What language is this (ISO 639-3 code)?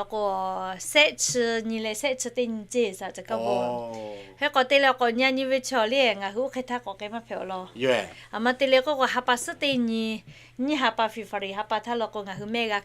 lhu